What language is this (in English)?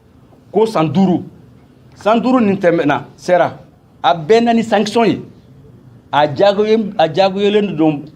Bambara